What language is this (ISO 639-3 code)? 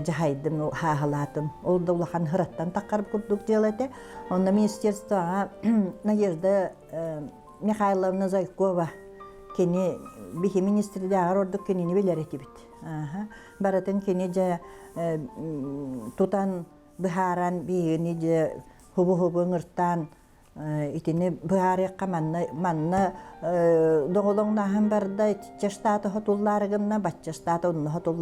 sah